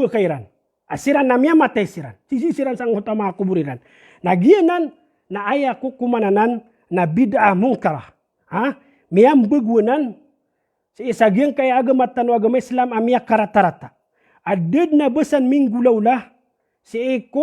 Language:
Maranao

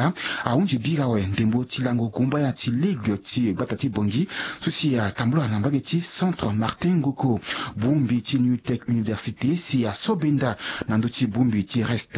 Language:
Sango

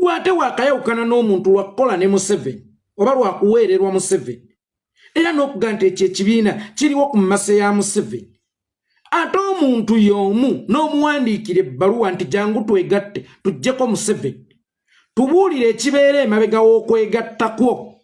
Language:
Ganda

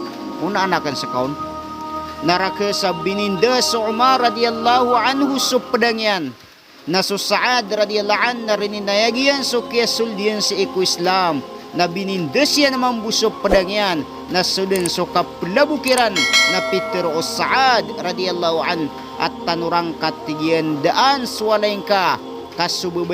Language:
Maranao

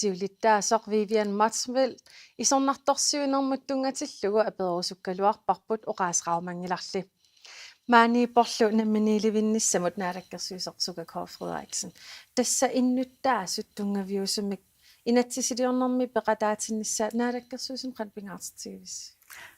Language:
Kalaallisut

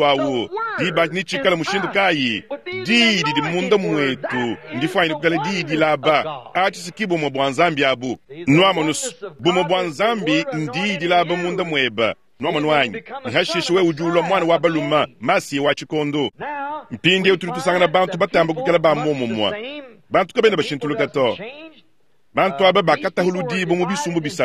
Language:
Luba-Lulua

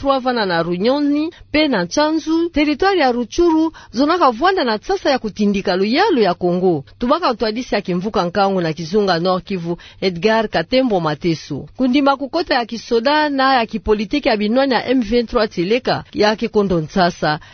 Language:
Kituba (Democratic Republic of Congo)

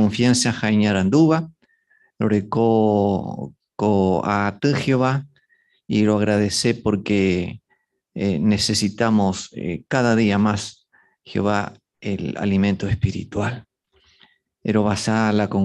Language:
Guarani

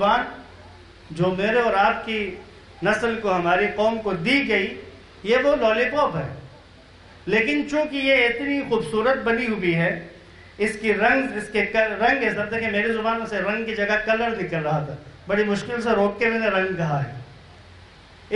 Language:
Urdu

